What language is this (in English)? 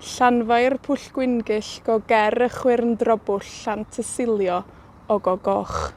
Welsh